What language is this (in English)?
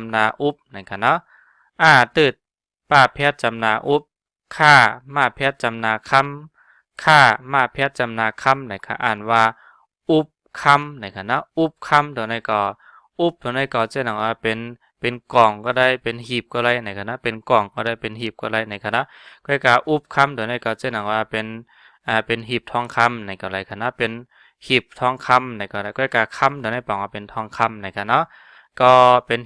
Shan